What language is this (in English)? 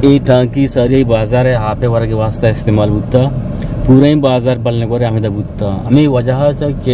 Eastern Balochi